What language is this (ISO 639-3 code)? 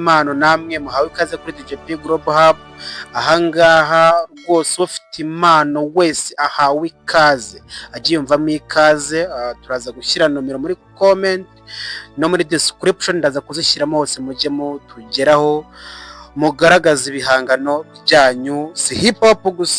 kin